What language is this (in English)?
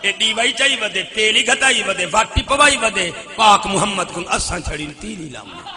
Saraiki